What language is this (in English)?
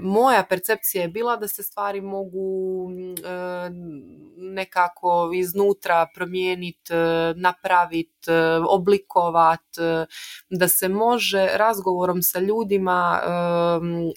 Serbian